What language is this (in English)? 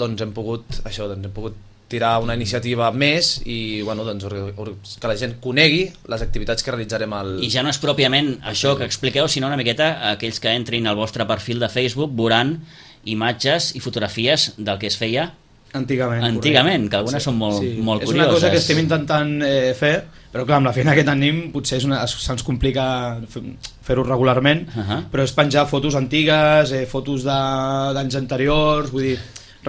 Catalan